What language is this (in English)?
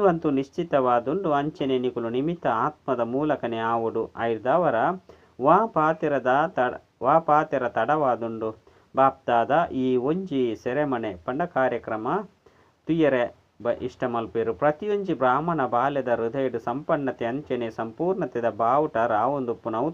Tulu